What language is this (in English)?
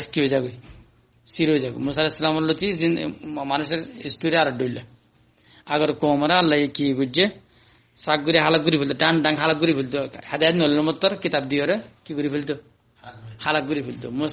Rohingya